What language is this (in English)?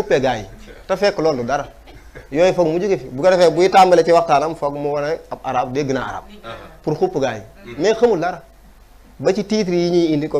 Wolof